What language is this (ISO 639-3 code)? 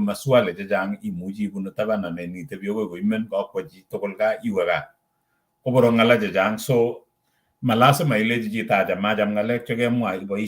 kln